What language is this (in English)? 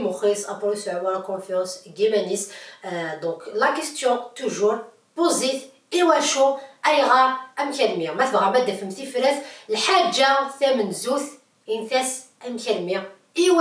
Kabyle